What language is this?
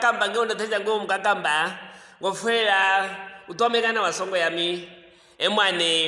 Luvale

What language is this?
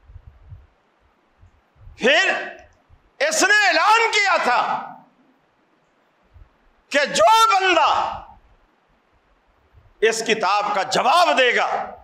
Urdu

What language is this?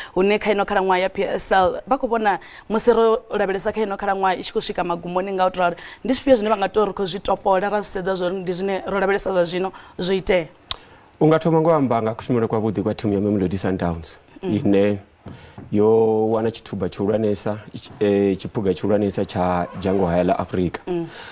Venda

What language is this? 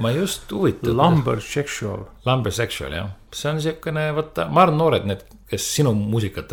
Estonian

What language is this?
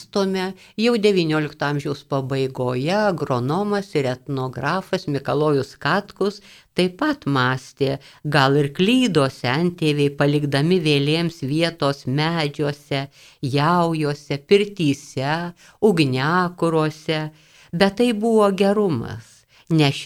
Lithuanian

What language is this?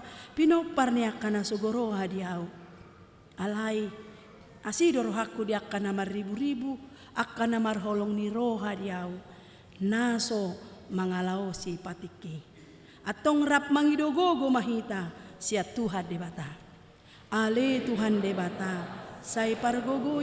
Batak Toba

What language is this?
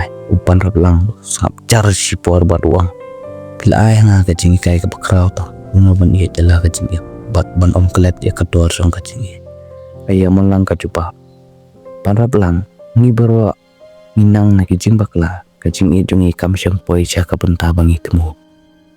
Khasi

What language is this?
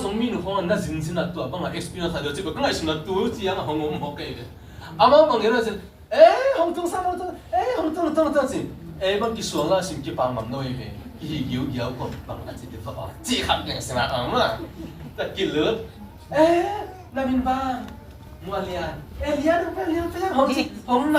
Tedim Chin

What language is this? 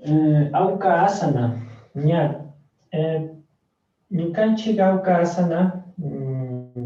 Chimborazo Highland Quichua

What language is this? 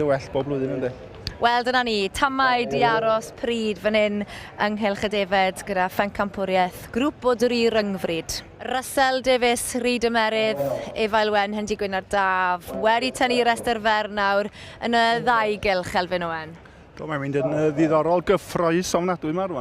Welsh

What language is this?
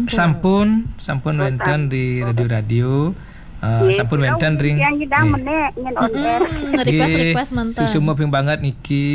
Balinese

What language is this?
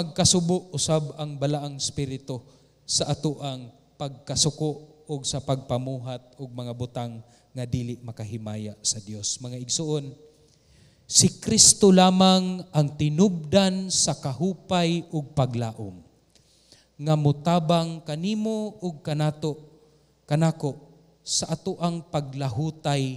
Cebuano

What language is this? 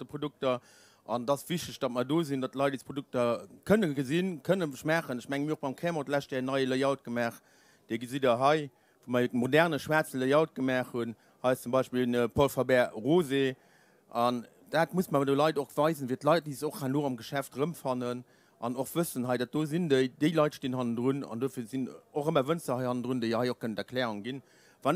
Luxembourgish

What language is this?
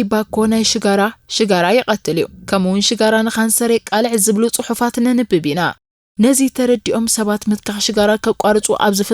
Tigrinya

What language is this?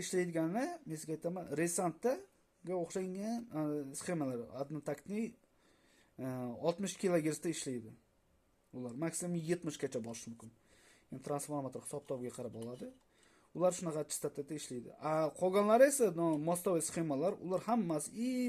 Uzbek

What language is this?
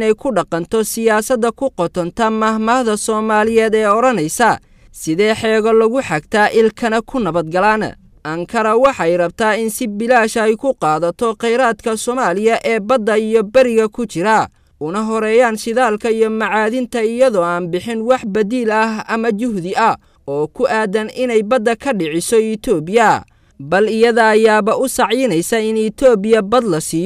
Somali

